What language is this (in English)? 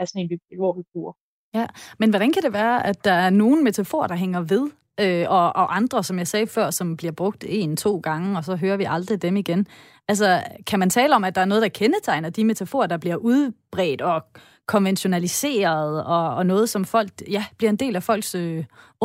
Danish